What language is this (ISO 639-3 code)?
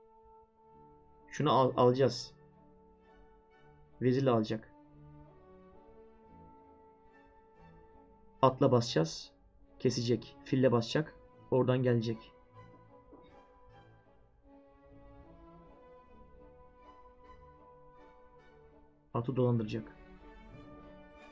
tur